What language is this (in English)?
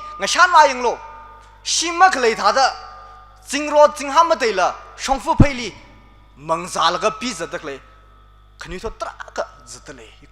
Tangkhul Naga (India)